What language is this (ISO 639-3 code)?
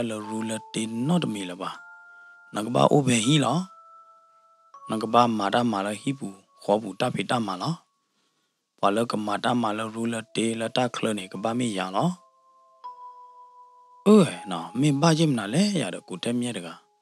ksw